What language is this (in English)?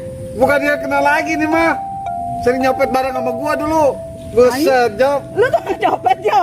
Betawi